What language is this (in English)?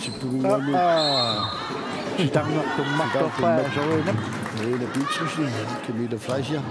Kalaallisut